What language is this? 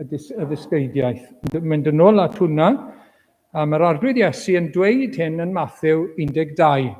Welsh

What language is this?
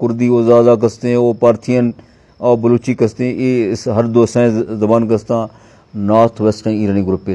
Eastern Balochi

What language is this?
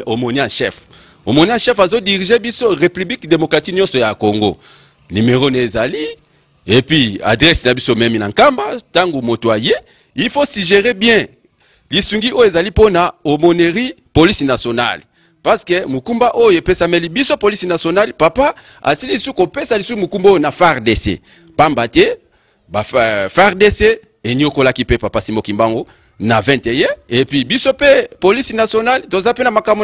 Lingala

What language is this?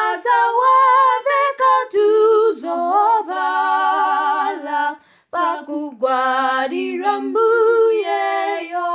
Nyanja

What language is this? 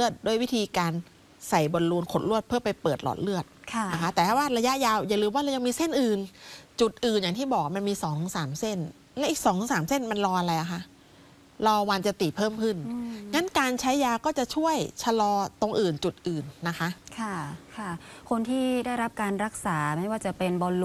Thai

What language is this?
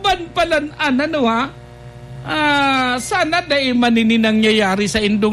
Bikol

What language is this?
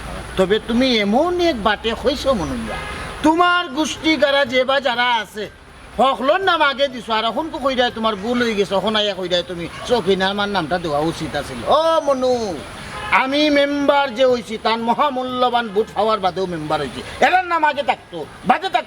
Sylheti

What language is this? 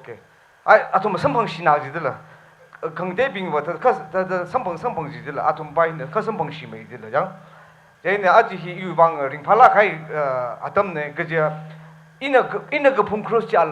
Tangkhul Naga (India)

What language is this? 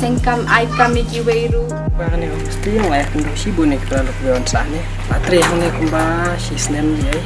Khasi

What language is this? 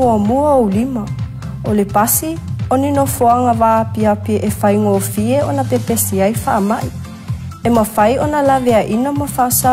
Samoan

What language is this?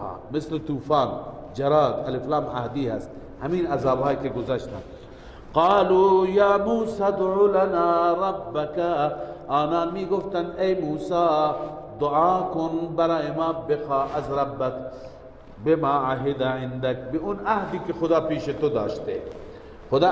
Persian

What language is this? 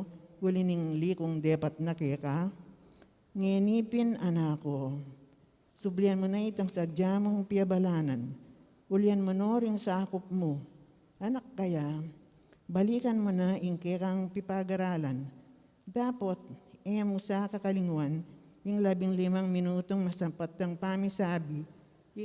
Pampanga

